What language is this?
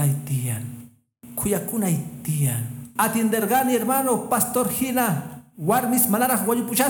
Quechua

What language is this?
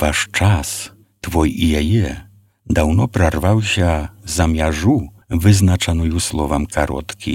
Belarusian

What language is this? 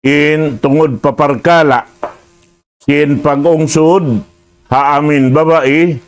Tausug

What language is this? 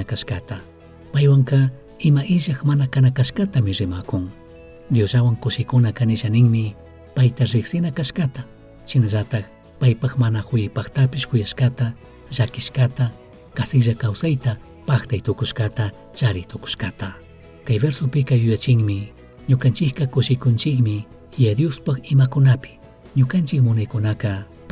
Chimborazo Highland Quichua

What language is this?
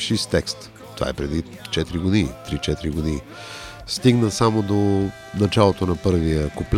Bulgarian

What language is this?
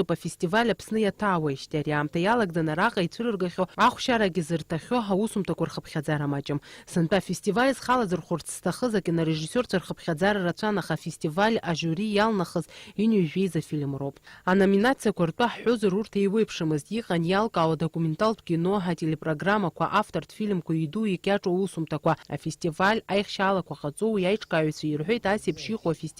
Abkhazian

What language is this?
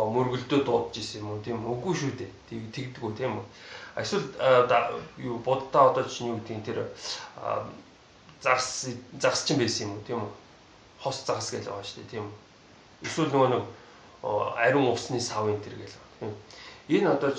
Mongolian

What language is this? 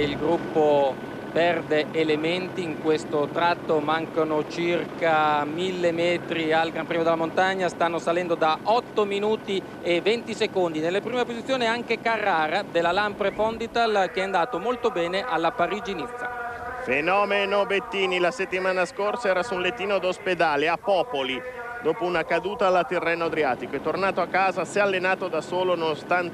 Italian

